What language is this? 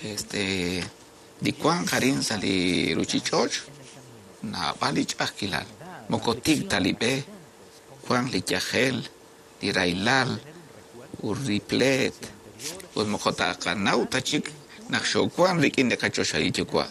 Kekchí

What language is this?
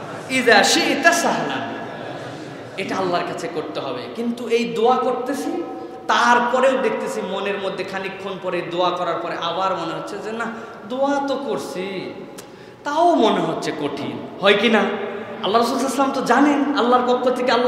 Bangla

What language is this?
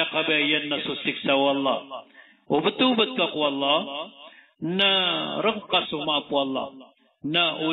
Maranao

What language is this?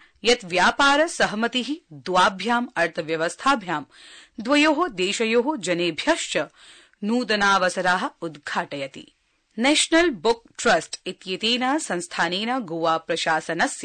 Sanskrit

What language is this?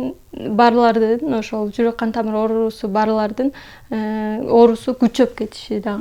Kyrgyz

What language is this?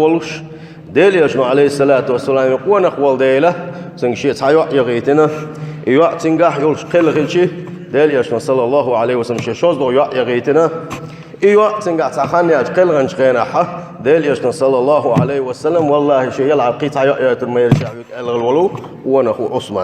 Chechen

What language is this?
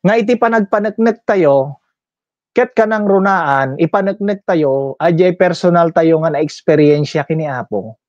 Iloko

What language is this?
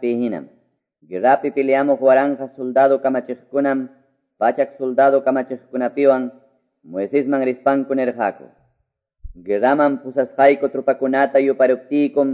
Quechua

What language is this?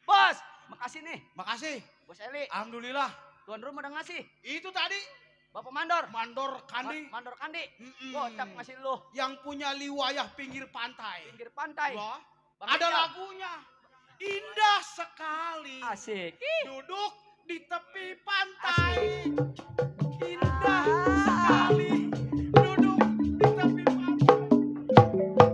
Betawi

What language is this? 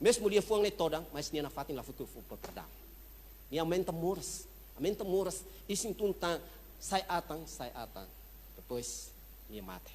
Tetum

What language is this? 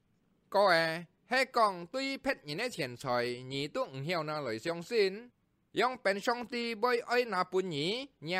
Hakka Chinese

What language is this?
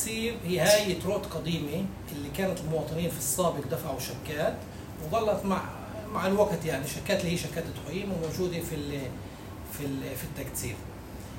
North Levantine Arabic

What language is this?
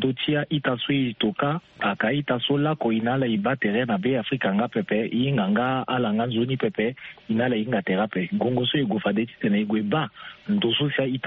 Sango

